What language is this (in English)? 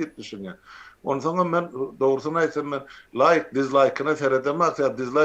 Turkmen